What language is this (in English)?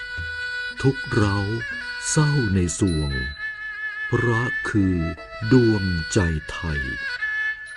Thai